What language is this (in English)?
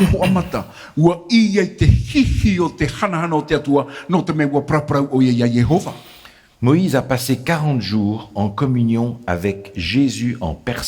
Tahitian